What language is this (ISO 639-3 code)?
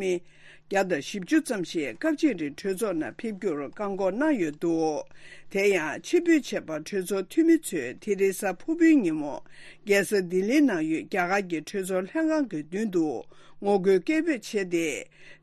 bod